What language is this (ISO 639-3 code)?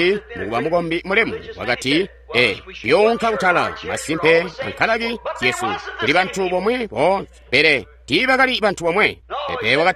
toi